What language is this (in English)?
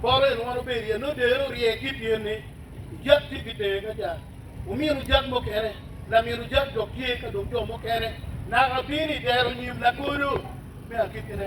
Acoli